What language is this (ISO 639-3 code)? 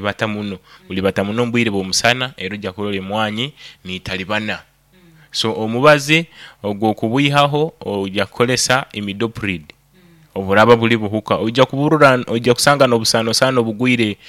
nyo